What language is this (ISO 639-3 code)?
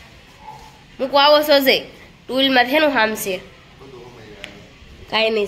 guj